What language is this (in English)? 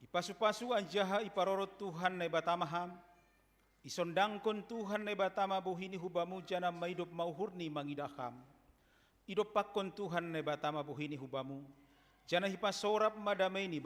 Batak Simalungun